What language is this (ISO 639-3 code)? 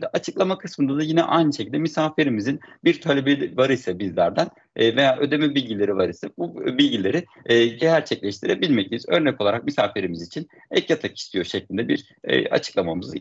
tur